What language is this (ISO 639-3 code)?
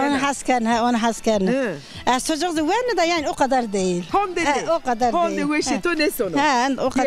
zza